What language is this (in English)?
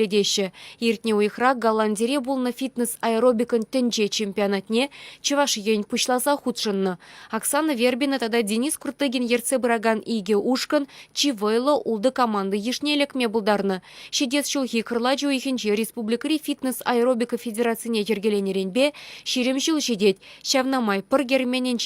Chuvash